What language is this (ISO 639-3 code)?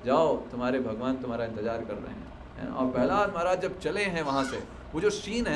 hin